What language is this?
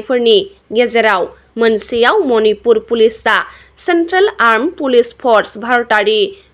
Bodo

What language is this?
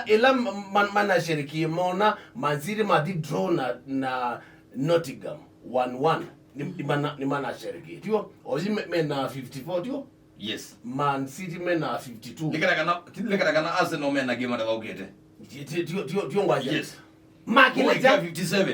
Kamba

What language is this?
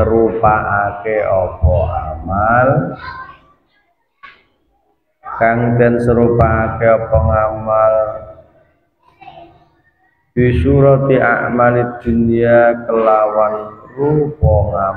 Javanese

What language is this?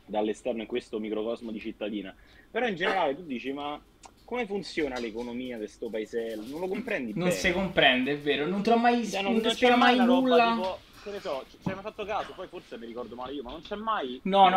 Italian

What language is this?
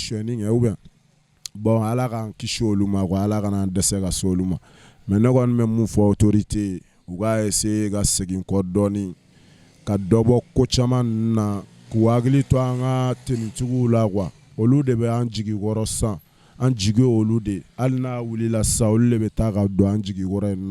Bambara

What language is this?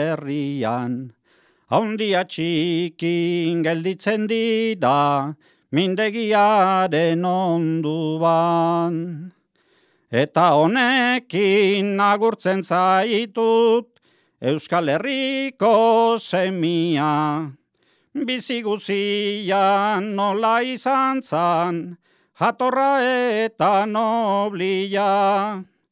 Basque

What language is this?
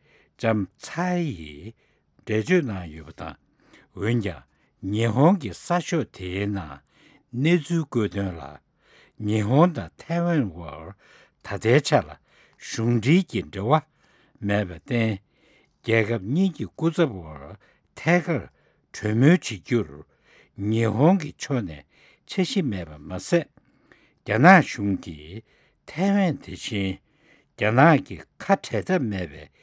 Tibetan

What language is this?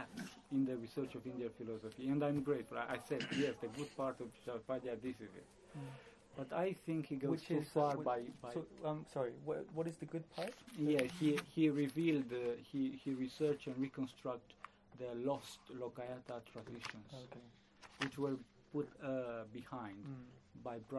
English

